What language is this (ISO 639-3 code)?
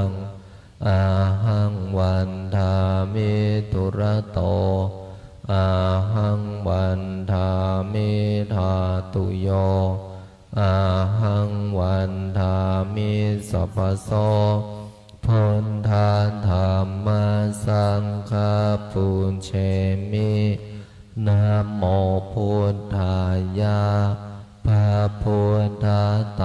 pli